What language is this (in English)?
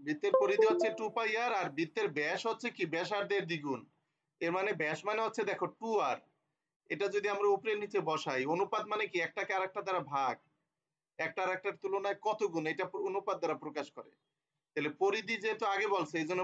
Bangla